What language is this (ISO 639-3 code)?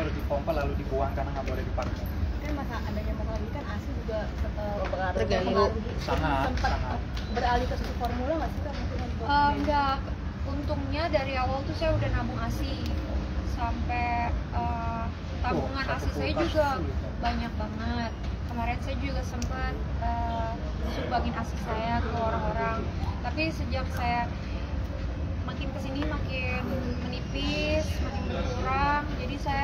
ind